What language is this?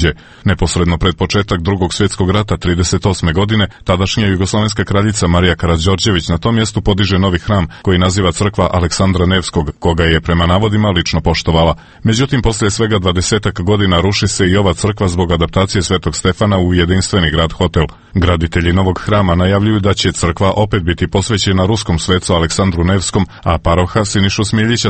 Serbian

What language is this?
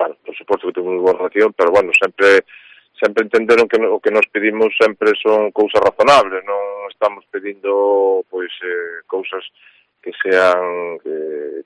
Galician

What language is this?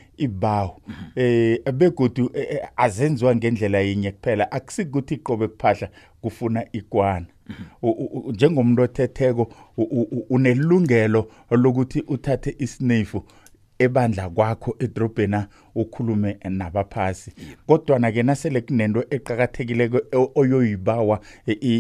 South Ndebele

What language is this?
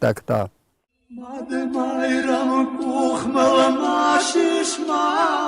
Ossetic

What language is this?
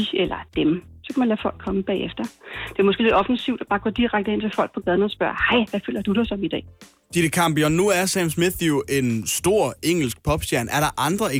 Danish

